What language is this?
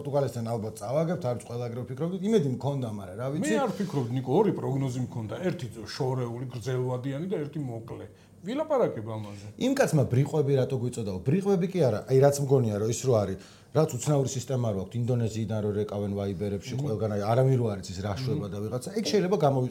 Georgian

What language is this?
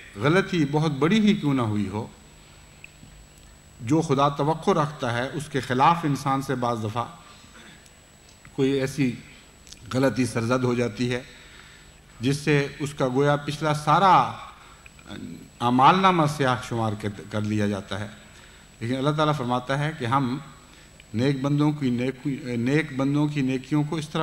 Urdu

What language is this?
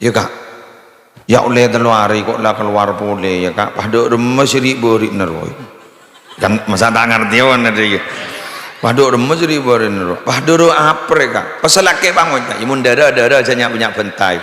Madurese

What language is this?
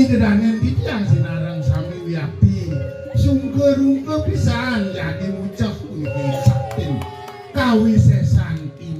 Balinese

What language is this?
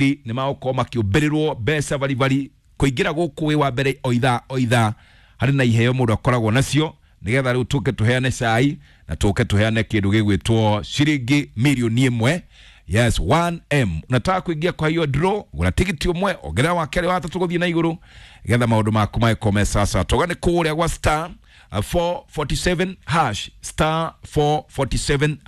Kikuyu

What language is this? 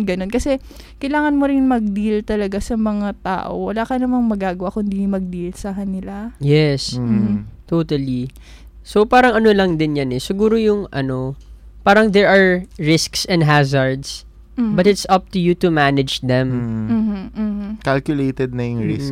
Filipino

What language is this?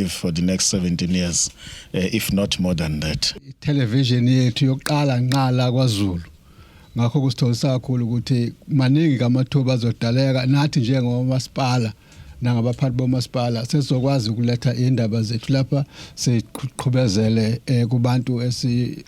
Zulu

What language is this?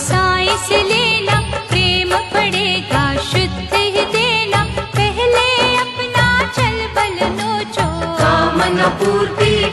Hindi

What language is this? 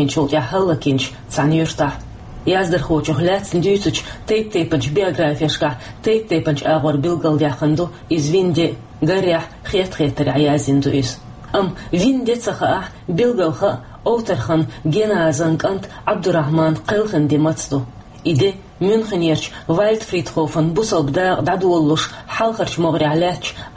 Chechen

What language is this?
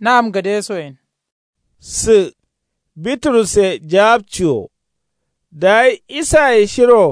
Kanuri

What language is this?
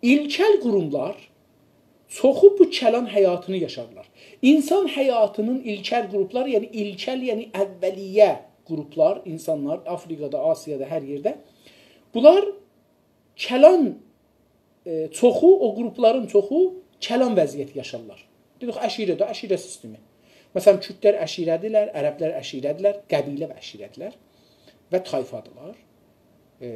South Azerbaijani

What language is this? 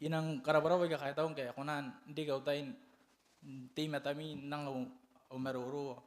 Gilbertese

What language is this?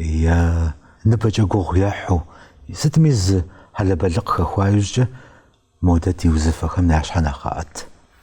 Kabardian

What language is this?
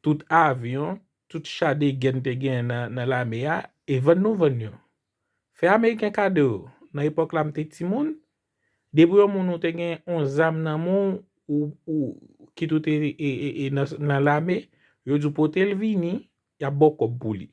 Haitian Creole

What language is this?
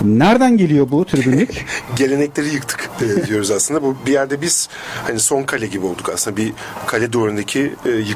Turkish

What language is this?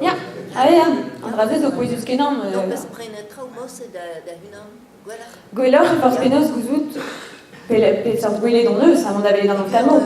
Breton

